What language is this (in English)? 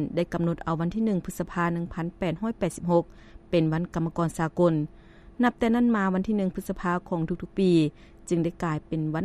Lao